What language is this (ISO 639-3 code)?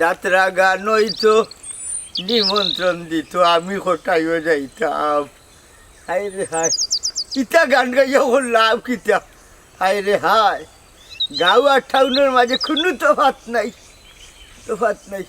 syl